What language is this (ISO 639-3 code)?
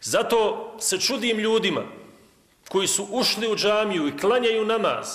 bos